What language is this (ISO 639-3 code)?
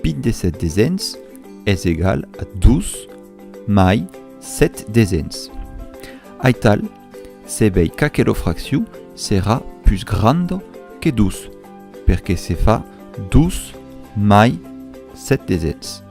oci